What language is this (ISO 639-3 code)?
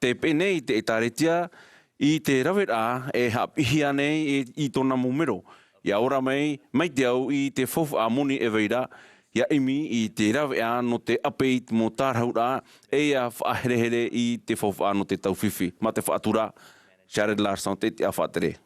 tah